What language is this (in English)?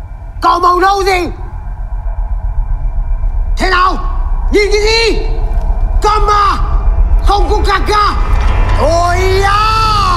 Vietnamese